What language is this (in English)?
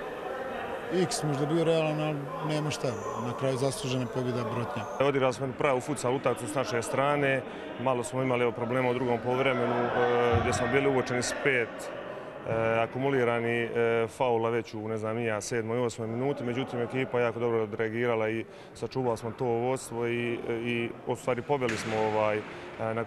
Croatian